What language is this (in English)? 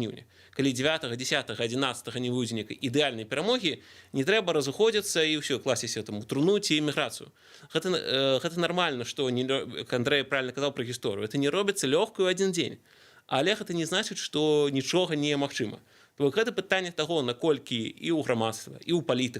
Belarusian